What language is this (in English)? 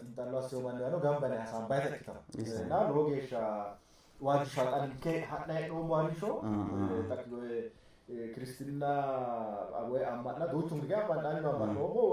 Sidamo